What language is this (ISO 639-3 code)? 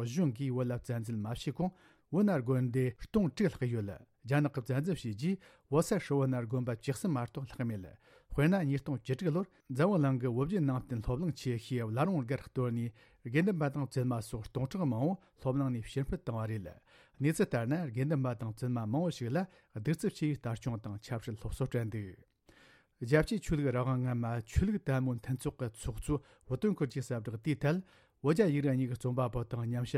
bod